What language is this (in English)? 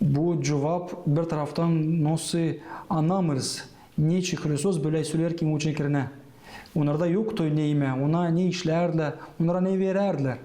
Gagauz